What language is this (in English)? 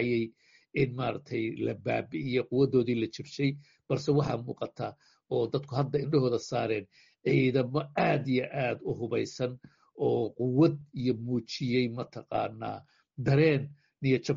Somali